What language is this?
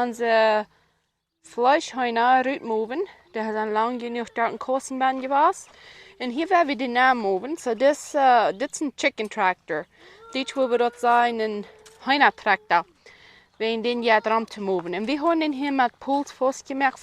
Plautdietsch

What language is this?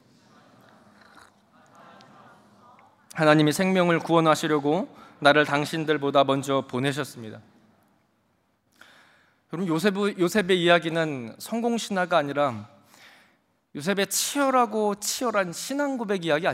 Korean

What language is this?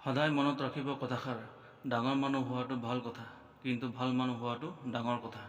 Assamese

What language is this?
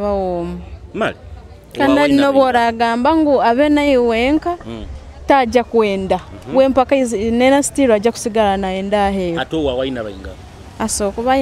Nyoro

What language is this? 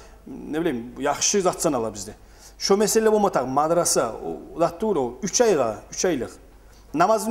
Kumyk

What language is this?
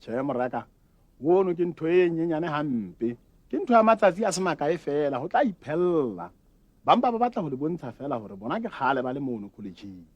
Southern Sotho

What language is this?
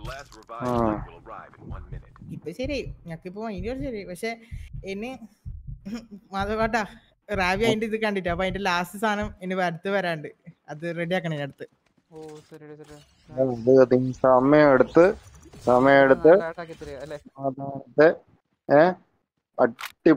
Malayalam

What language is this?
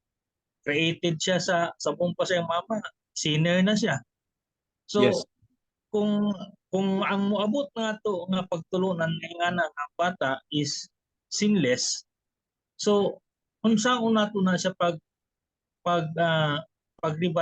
Cebuano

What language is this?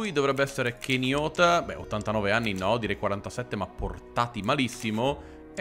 Italian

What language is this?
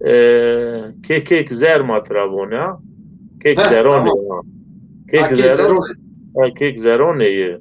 Zaza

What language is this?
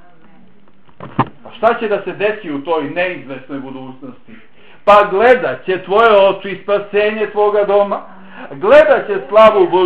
Bosnian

